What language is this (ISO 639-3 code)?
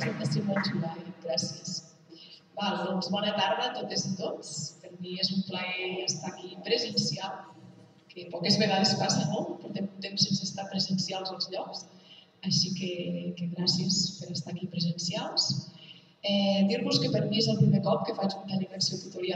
cat